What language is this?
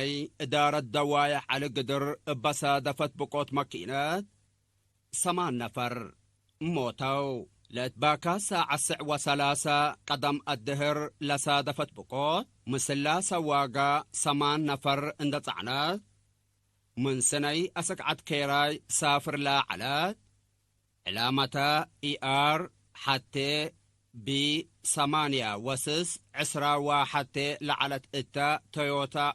Tigre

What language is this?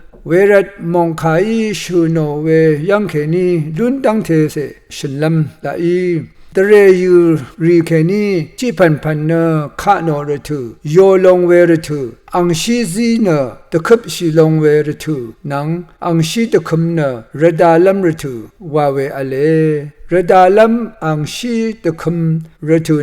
Rawang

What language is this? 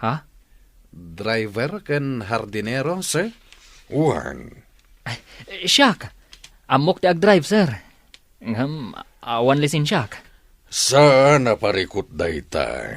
Iloko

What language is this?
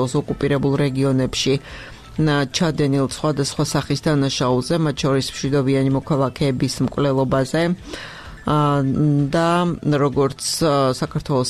Georgian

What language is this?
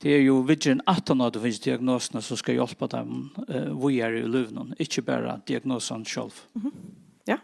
Faroese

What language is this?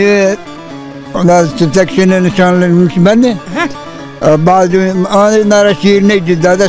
Zaza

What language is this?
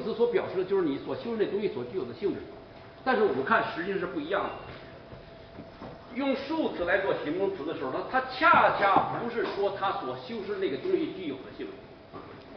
Chinese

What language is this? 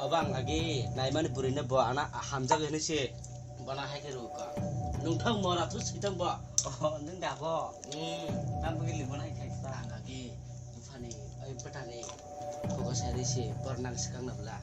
Kok Borok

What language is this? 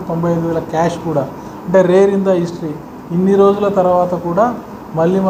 Telugu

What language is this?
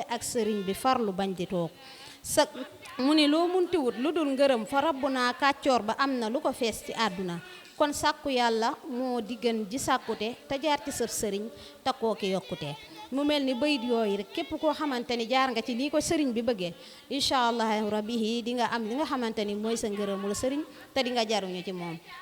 Wolof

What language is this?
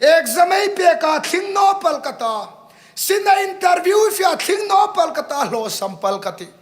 Hmar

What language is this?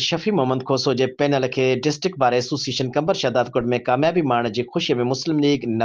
Sindhi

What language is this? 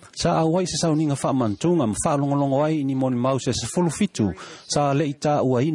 Samoan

